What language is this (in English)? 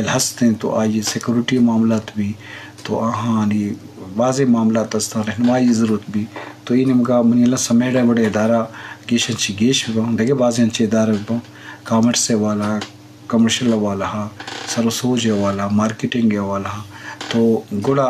Eastern Balochi